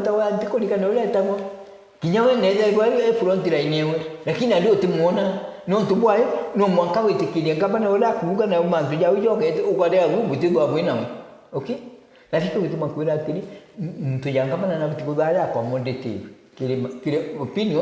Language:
Meru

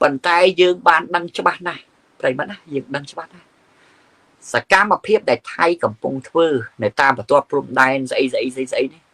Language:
Khmer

